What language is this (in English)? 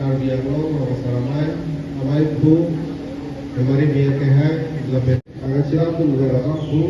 Karbi